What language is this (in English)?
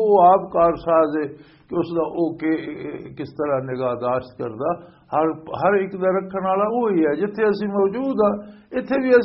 Western Panjabi